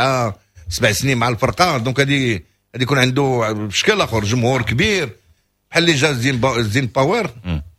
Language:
Moroccan Arabic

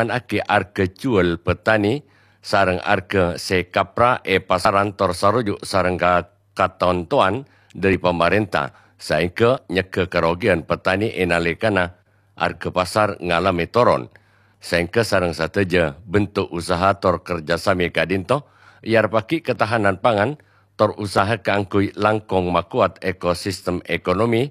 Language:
Madurese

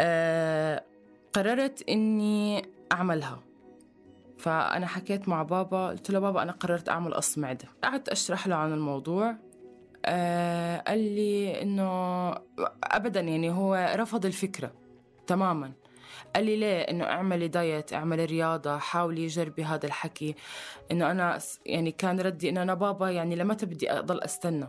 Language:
North Levantine Arabic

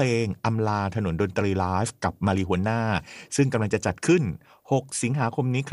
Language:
Thai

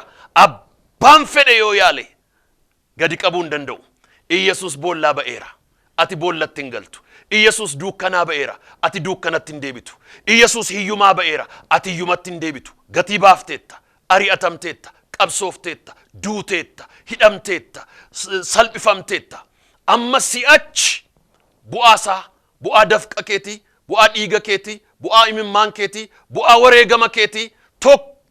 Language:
Oromo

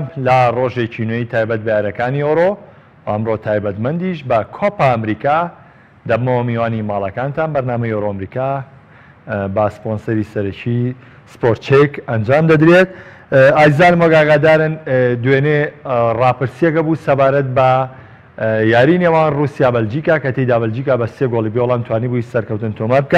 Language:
Central Kurdish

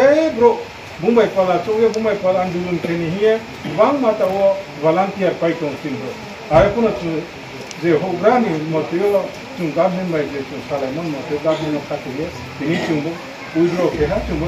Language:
Riang (India)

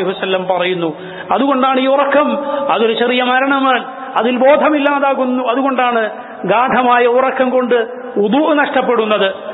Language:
Malayalam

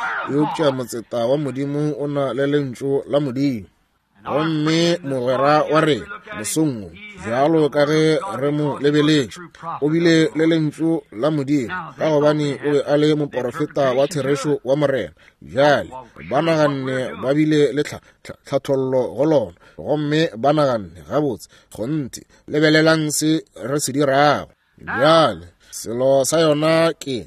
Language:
Northern Sotho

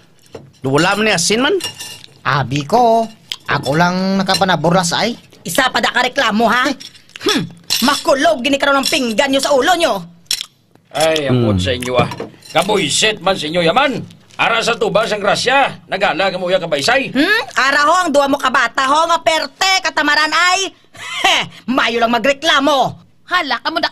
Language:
Hiligaynon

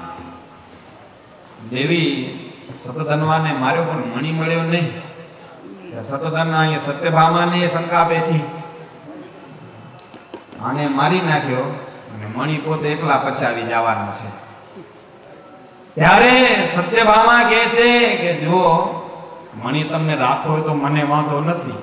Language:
Gujarati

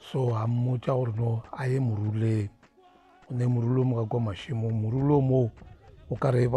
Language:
Northern Sotho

